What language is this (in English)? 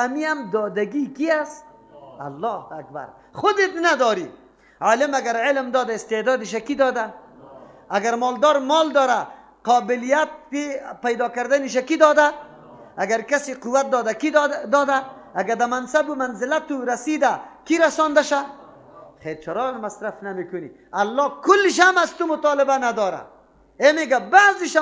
Persian